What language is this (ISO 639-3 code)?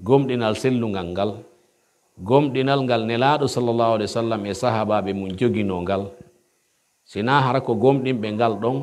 fuf